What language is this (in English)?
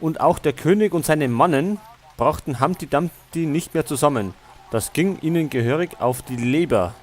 Bavarian